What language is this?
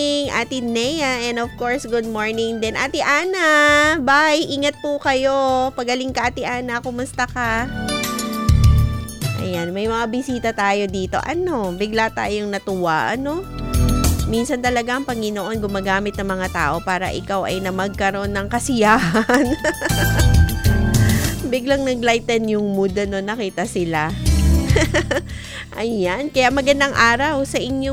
Filipino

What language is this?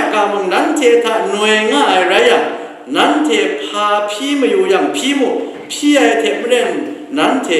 Kachin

